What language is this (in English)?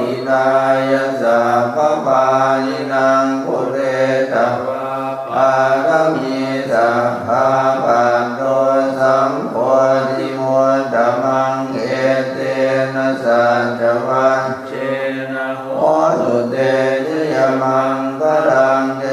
Pali